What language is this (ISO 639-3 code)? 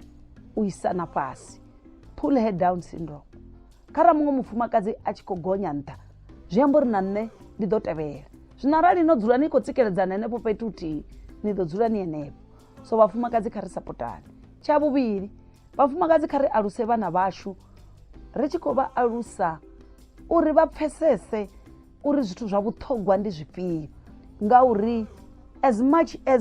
ven